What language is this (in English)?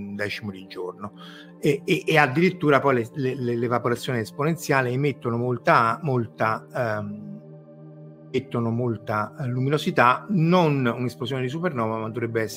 Italian